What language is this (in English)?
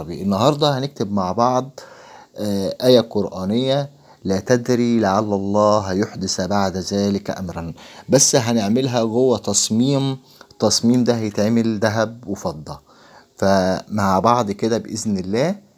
Egyptian Arabic